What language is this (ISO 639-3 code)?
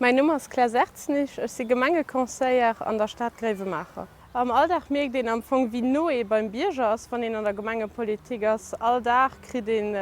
ltz